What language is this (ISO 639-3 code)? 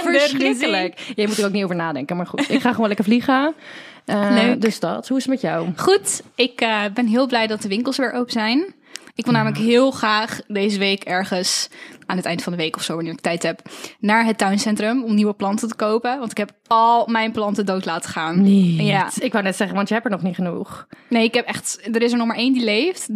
nld